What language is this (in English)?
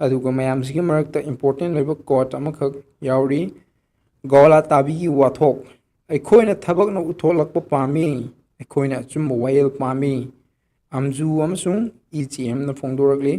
Manipuri